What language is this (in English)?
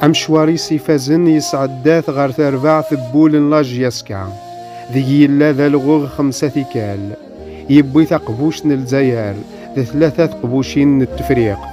Kabyle